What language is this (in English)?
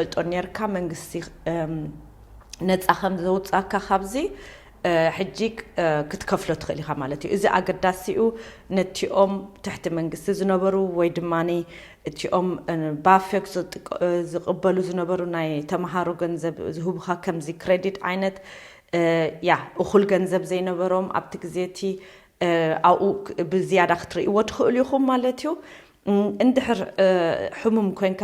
Tigrinya